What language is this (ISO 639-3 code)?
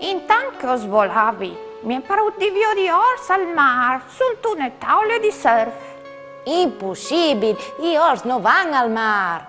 fur